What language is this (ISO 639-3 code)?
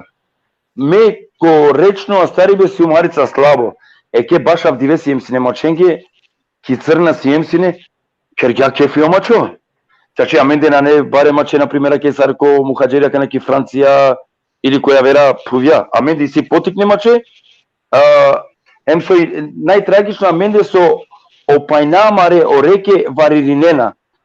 rmn